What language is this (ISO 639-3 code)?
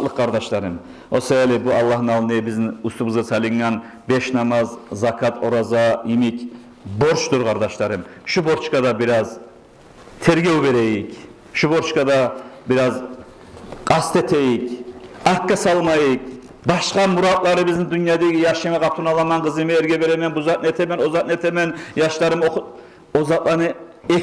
kum